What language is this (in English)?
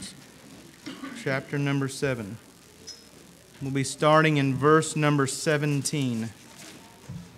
English